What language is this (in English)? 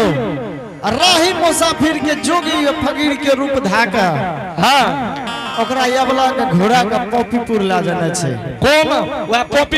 Angika